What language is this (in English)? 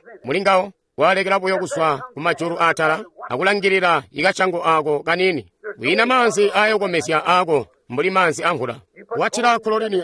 Tonga (Zambia)